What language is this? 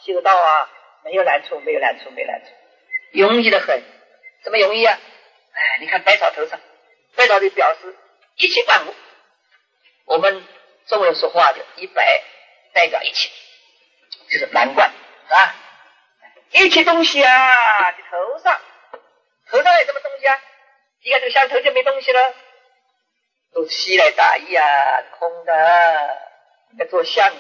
Chinese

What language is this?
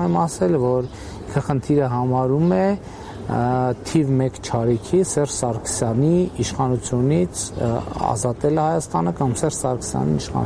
Armenian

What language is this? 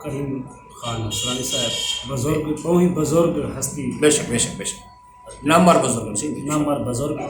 Saraiki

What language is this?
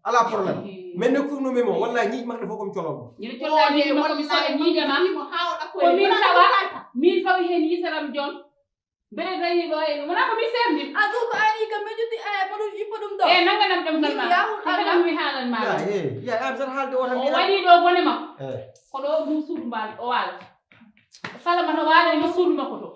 Fula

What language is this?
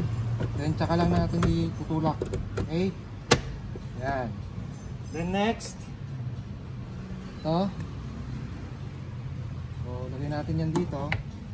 Filipino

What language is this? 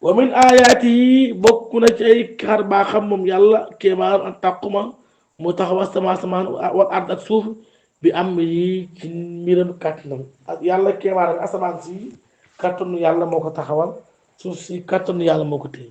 Wolof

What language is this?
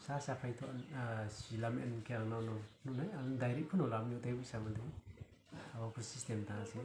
Riang (India)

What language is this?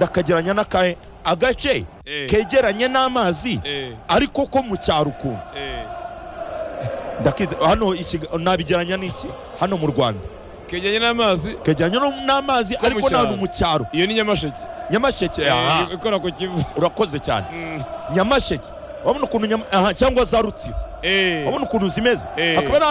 Kinyarwanda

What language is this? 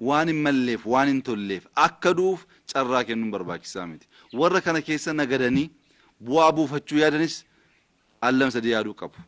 Oromo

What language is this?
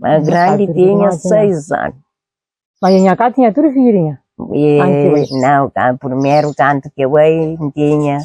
Kabuverdianu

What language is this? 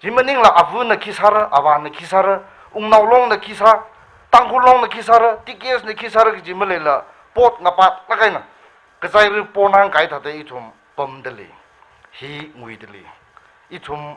Tangkhul Naga (India)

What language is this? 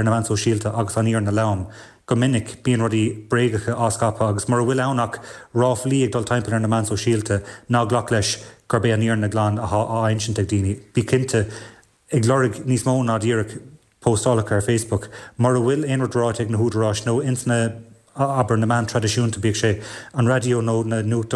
Irish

